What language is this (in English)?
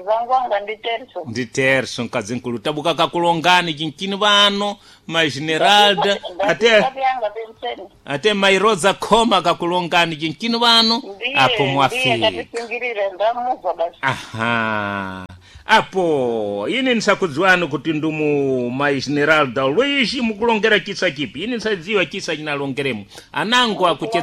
Sena